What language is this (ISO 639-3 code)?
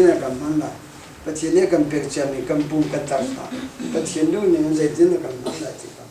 cnh